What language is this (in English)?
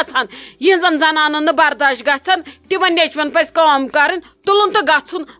Kashmiri